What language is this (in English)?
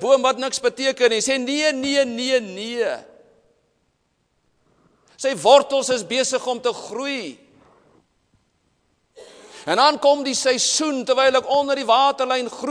Afrikaans